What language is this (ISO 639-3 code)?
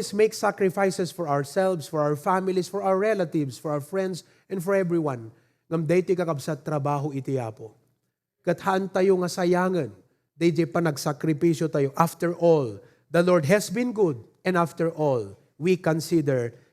ilo